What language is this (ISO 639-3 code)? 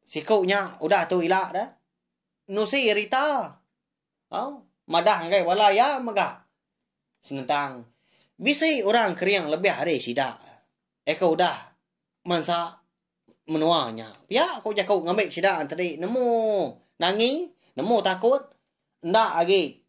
iba